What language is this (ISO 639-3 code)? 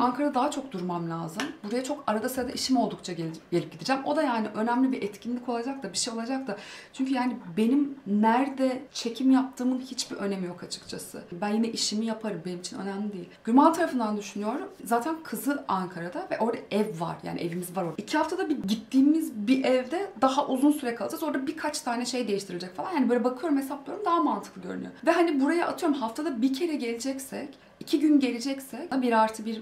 tur